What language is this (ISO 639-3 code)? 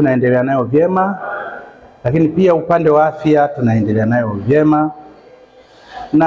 swa